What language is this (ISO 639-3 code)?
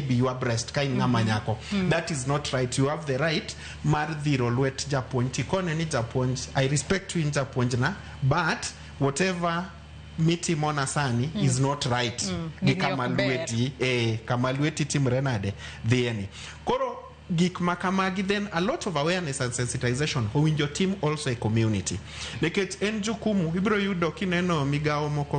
luo